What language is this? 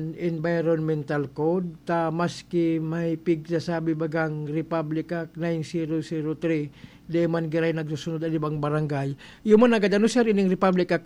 Bikol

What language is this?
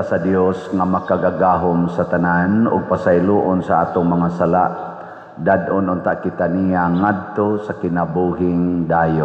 Cebuano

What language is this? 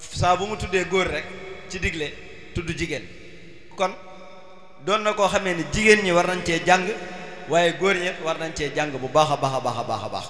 Wolof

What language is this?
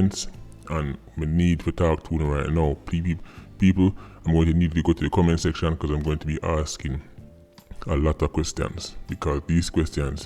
Jamaican Creole English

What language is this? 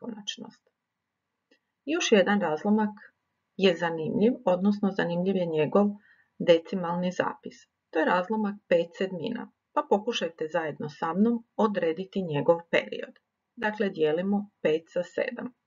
Croatian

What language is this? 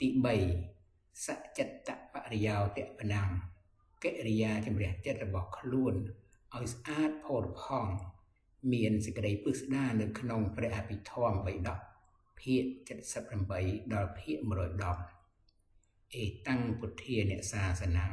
Khmer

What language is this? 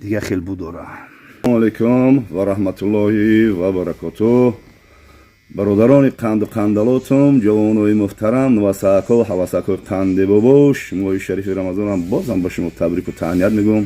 Tajik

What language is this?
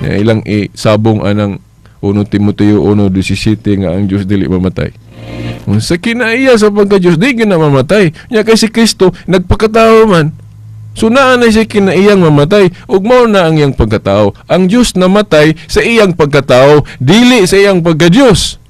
Cebuano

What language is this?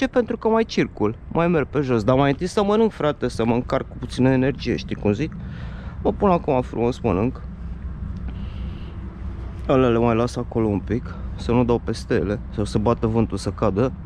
Romanian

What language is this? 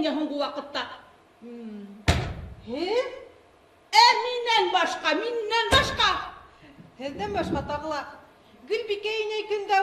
Bashkir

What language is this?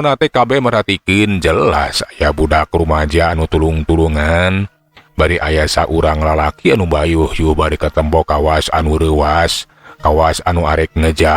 Sundanese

